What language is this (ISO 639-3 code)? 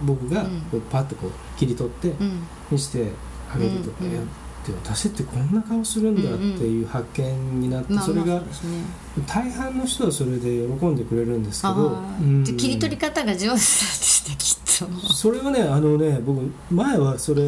jpn